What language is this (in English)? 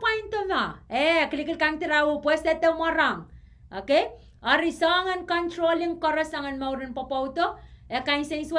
Pohnpeian